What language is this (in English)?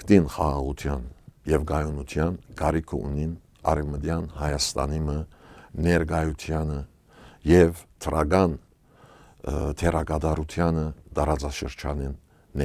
Western Armenian